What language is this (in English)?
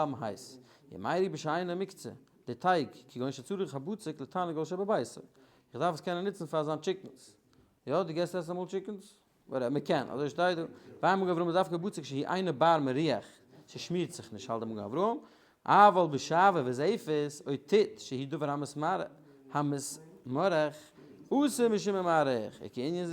Yiddish